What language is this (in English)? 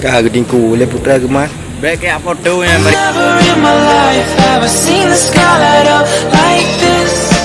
Achinese